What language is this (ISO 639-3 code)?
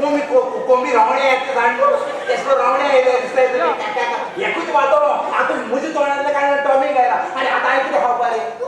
kok